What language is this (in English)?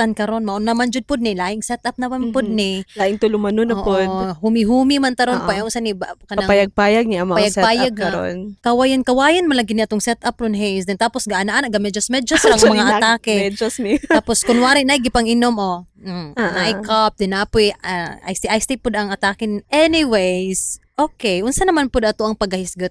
Cebuano